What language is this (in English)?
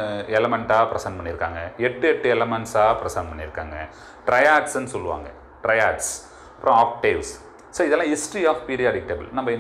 Tamil